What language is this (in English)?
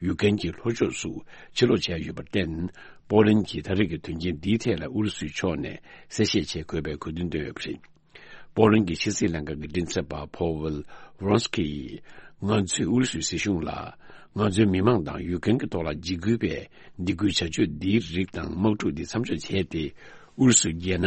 Tibetan